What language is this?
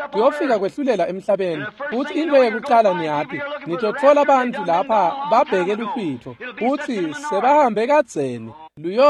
Swati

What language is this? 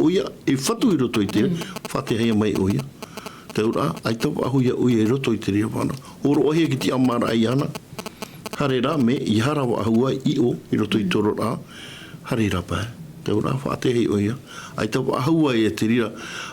Tahitian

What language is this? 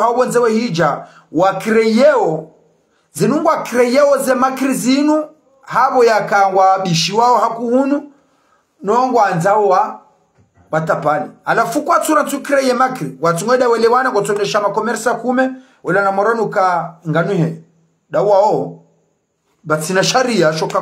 Ngazidja Comorian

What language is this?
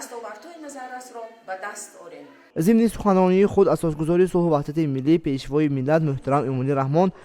Tajik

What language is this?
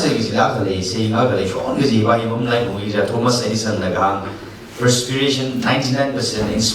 Tangkhul Naga (India)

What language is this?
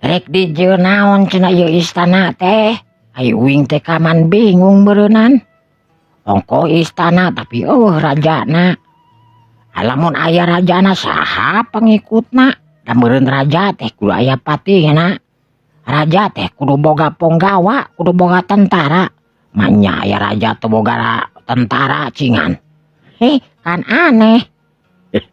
Sundanese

